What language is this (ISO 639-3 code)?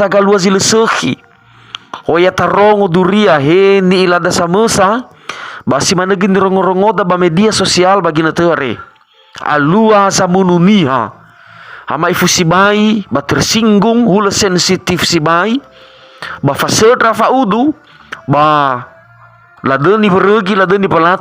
nia